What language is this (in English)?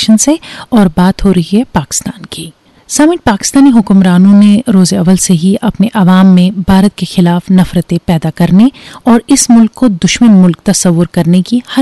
Urdu